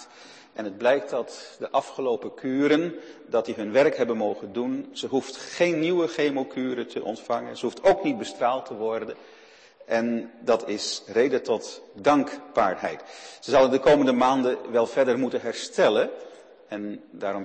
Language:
Dutch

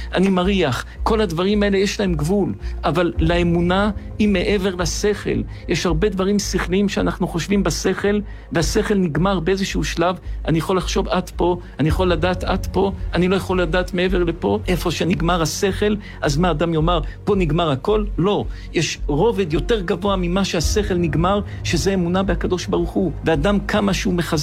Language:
Hebrew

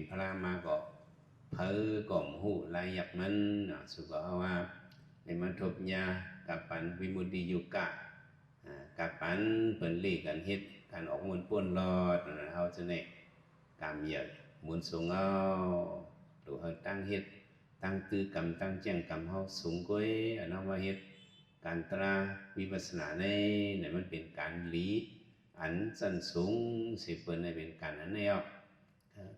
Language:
Shan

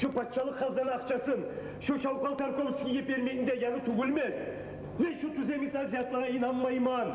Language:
Kumyk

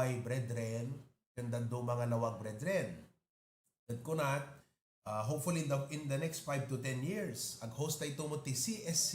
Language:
Iloko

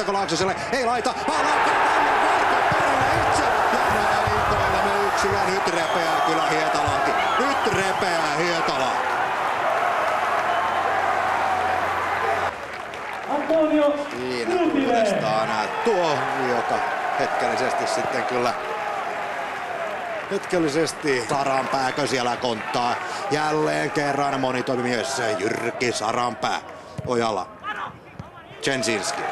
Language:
Finnish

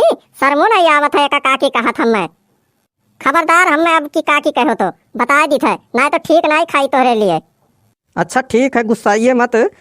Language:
Awadhi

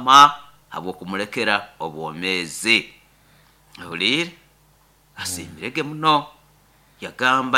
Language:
Nyoro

